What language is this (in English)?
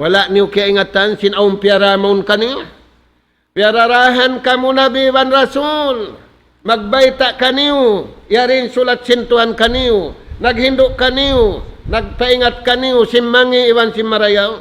Tausug